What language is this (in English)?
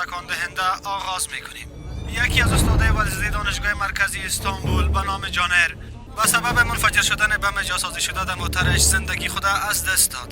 Persian